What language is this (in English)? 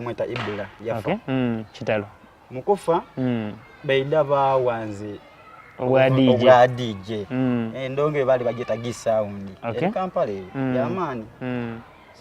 Soga